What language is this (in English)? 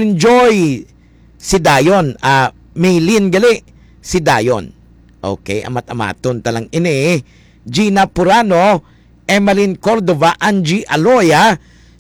Hiligaynon